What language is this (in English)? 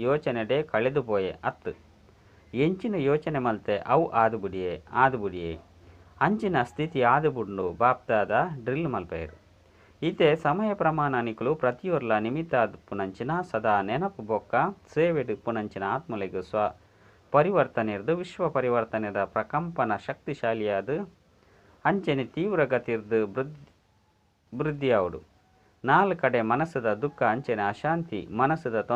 Tulu